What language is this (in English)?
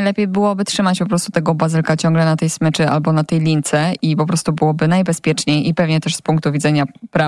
Polish